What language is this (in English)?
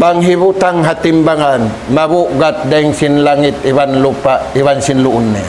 Tausug